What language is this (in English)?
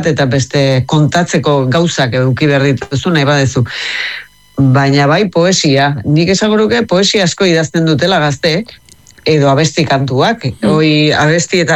Basque